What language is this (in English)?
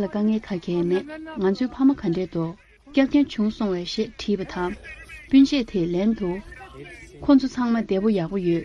Tibetan